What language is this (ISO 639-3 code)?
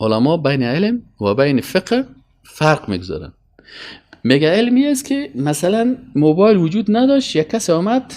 fas